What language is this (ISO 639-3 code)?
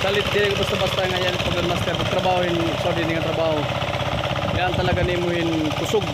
war